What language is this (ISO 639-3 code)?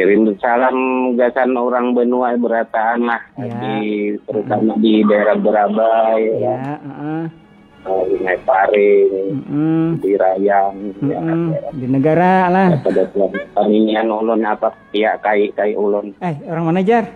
bjn